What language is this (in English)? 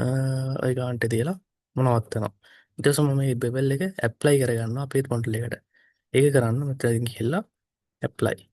Sinhala